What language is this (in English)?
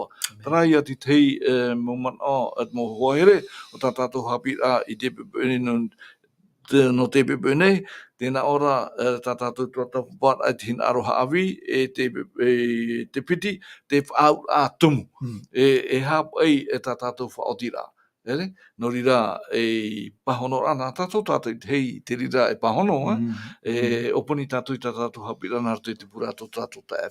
Tahitian